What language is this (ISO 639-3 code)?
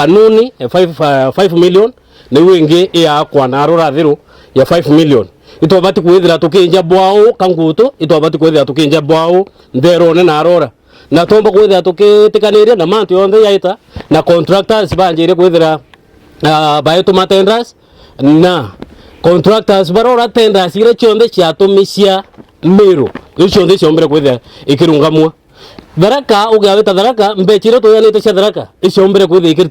mer